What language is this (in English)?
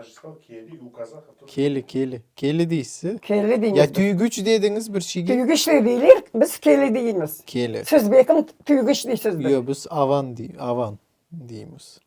Crimean Tatar